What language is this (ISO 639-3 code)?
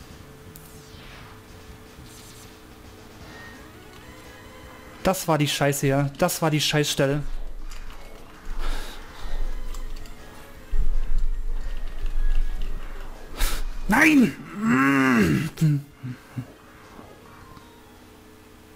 deu